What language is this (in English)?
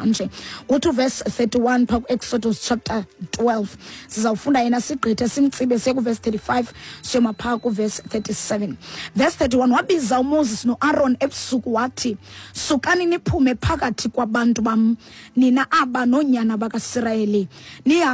Xhosa